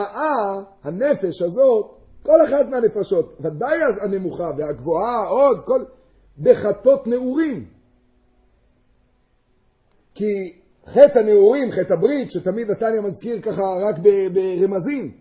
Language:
Hebrew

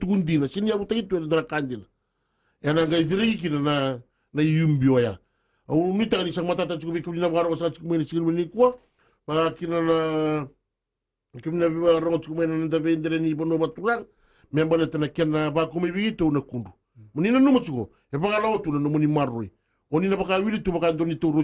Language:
Fijian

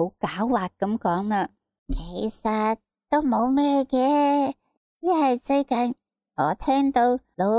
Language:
Cantonese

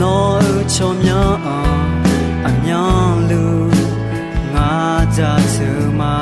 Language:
Akha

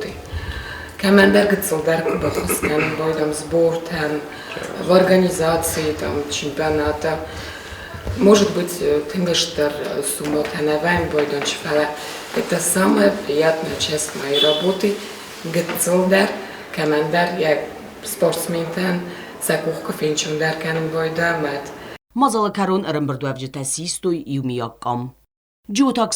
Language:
Ossetic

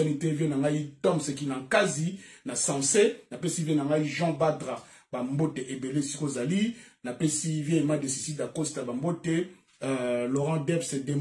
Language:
Lingala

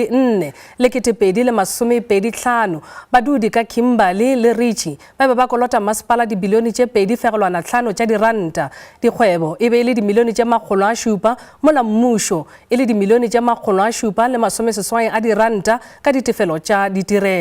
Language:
Northern Sotho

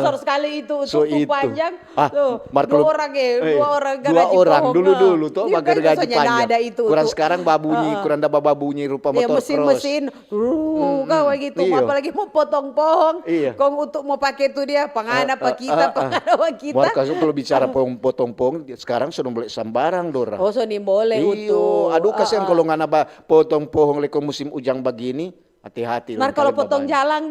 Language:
Manado Malay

